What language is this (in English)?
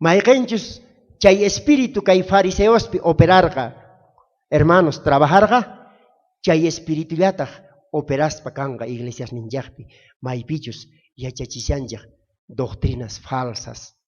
South Bolivian Quechua